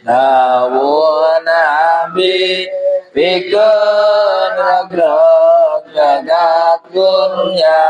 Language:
Sundanese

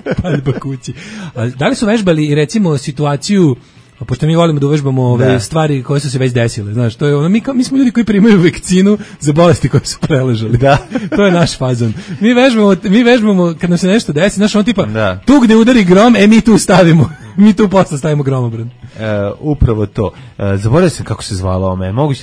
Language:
Serbian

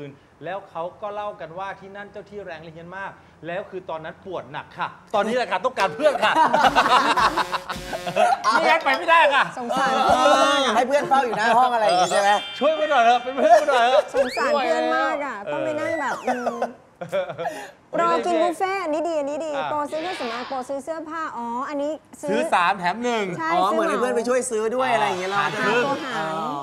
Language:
Thai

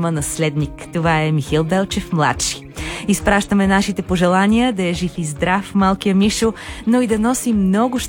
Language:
Bulgarian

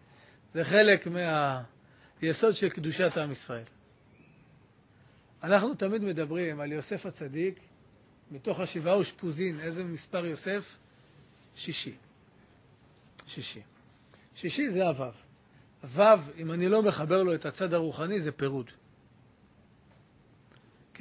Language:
Hebrew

